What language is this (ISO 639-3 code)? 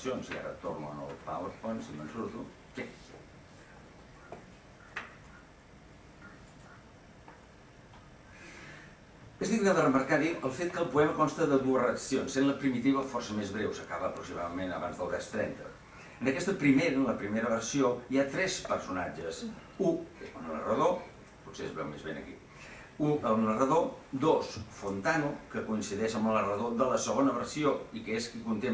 cat